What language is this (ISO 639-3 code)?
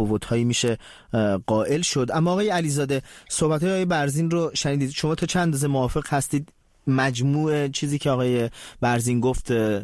fas